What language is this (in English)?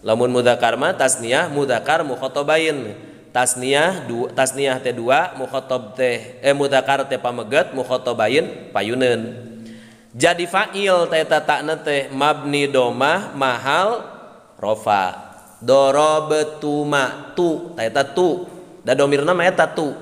Sundanese